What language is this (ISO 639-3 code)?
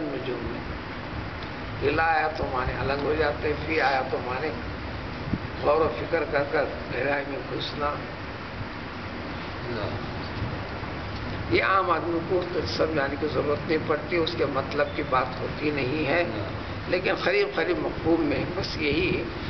urd